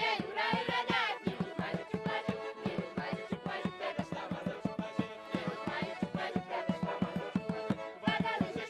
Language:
Chuvash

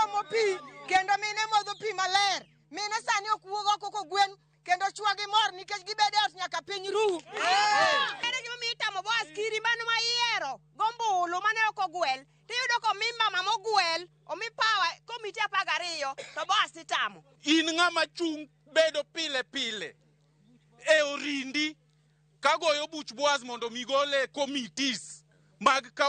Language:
Luo (Kenya and Tanzania)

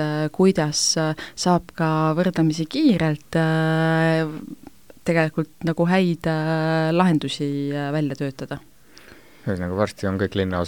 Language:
Estonian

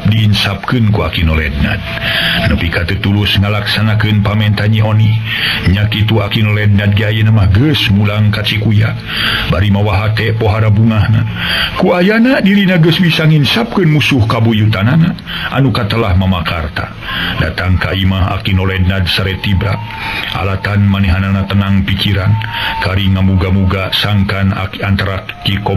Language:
Sundanese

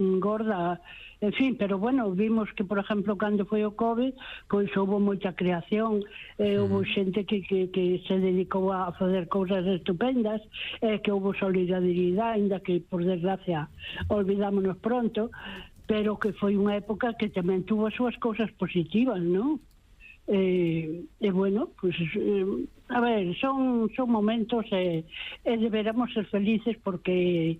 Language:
Galician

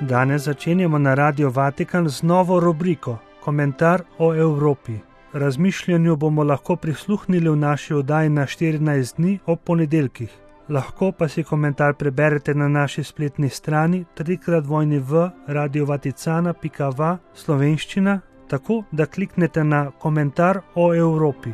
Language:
Slovenian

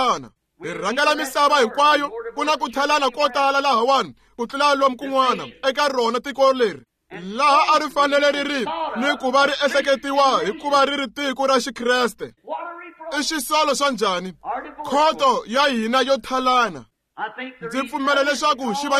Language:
Tsonga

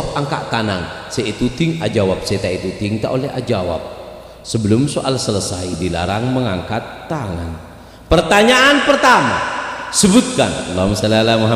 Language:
Madurese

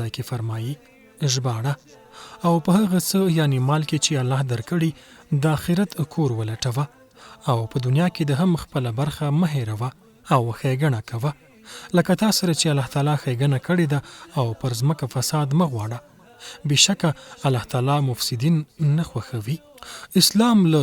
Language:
Pashto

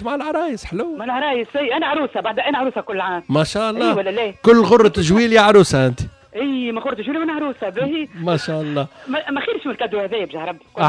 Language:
Tunisian Arabic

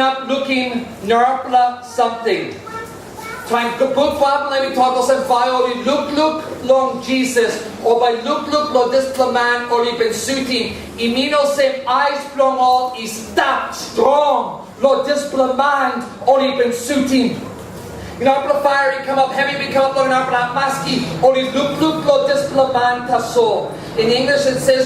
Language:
Tok Pisin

